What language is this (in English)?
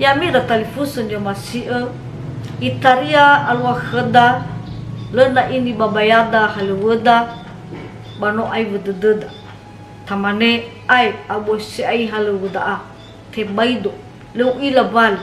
Nias